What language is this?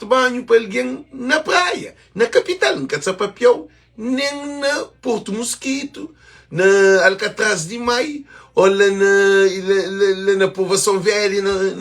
Kabuverdianu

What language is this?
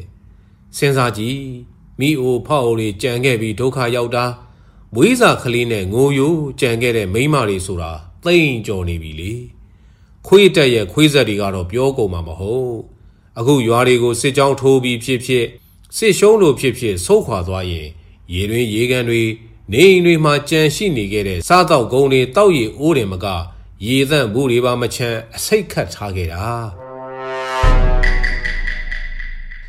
Burmese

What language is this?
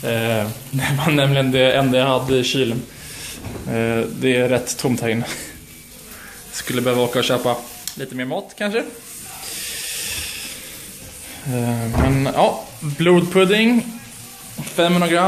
Swedish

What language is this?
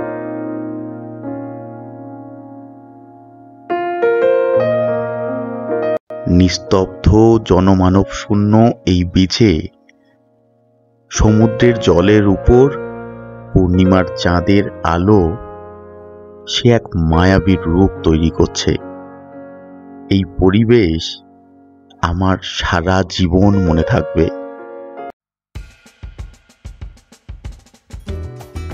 Bangla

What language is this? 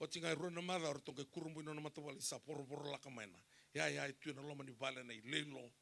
Fijian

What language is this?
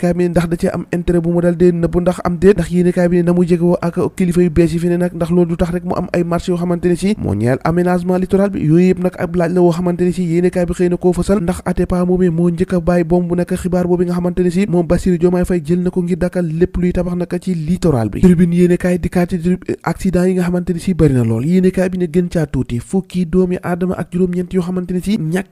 Wolof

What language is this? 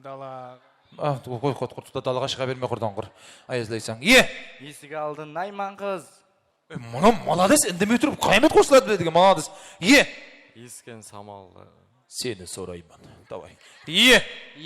Kara-Kalpak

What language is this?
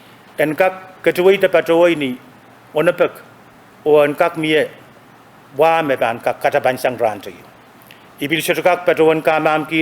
Pohnpeian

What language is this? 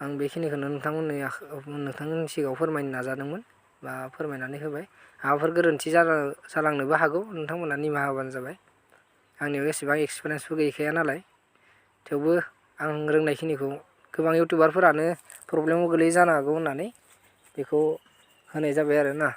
Bodo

